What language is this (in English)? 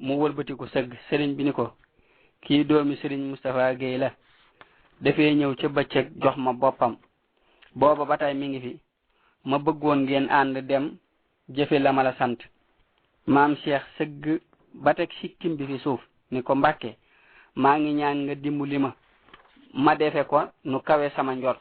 Wolof